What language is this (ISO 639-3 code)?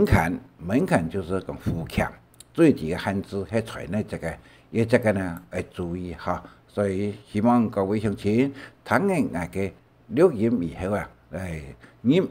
hak